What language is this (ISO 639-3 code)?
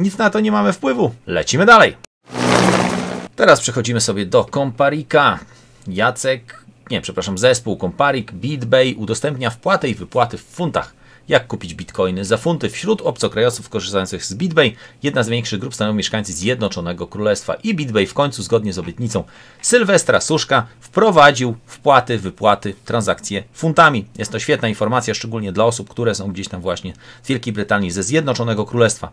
pol